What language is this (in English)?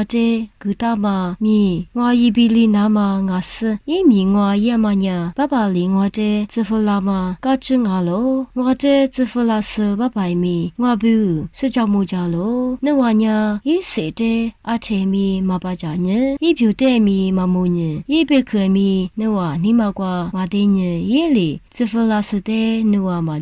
Lisu